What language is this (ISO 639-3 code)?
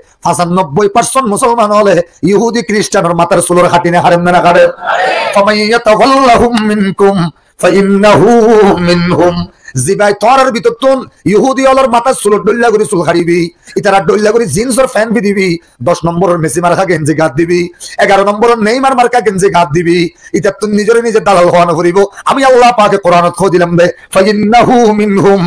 rhg